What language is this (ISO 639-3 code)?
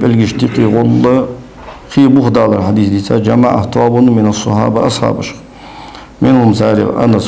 inh